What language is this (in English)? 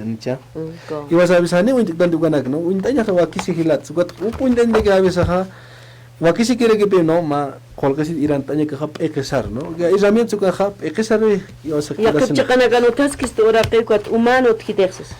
Aymara